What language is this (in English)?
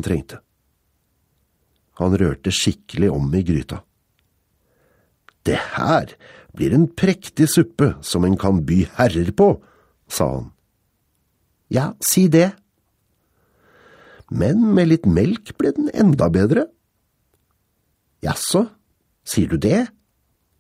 Norwegian